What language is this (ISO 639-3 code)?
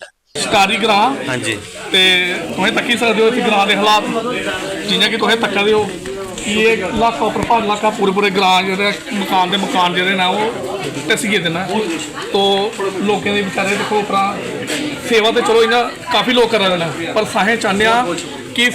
doi